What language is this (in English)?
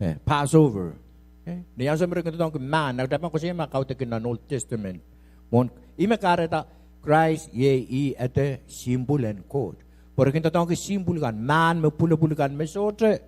Pohnpeian